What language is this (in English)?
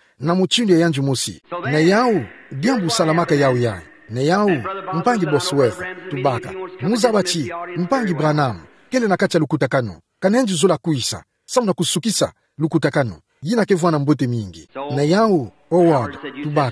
Kituba (Democratic Republic of Congo)